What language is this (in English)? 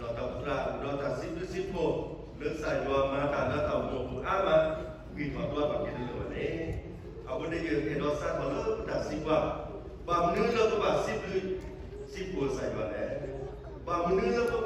S'gaw Karen